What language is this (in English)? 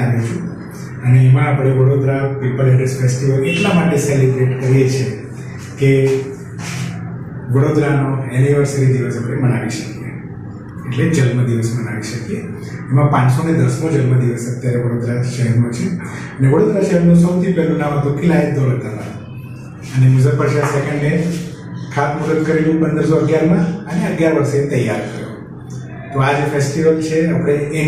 Gujarati